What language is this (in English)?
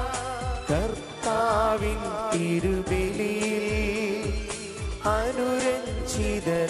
Malayalam